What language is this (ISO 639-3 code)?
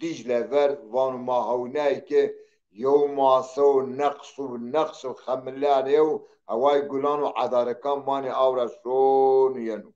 zza